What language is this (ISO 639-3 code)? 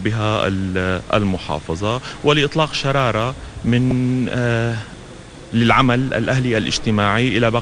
ara